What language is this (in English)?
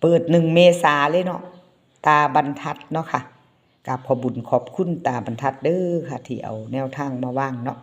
Northeastern Thai